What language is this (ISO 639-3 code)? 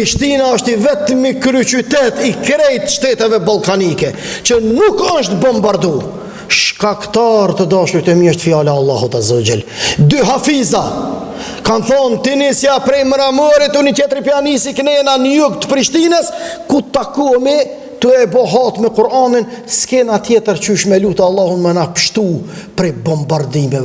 sqi